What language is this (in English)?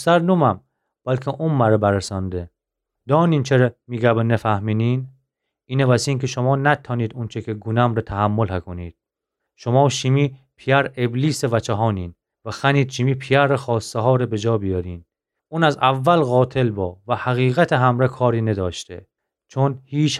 Gilaki